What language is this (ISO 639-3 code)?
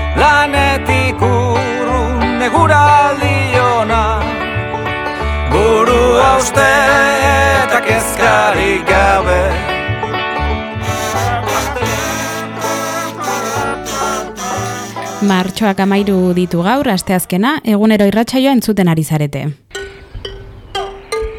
eus